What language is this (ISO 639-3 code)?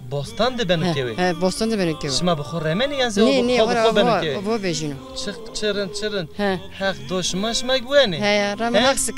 zza